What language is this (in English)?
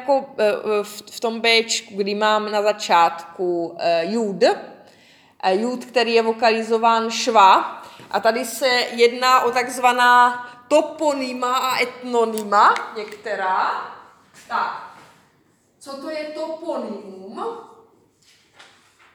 Czech